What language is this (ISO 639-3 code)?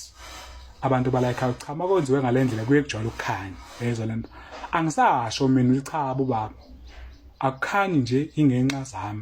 zul